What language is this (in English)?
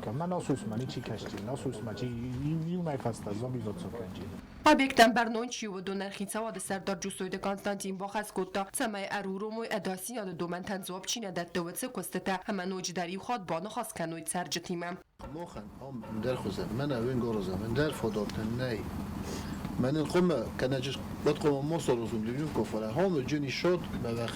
Ossetic